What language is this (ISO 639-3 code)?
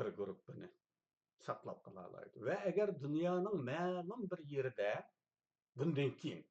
uig